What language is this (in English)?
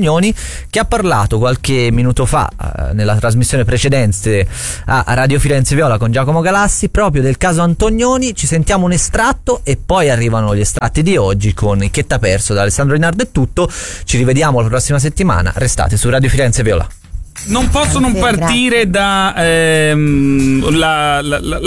Italian